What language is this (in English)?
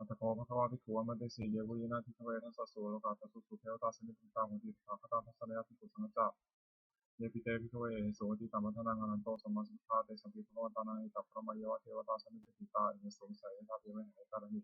Pali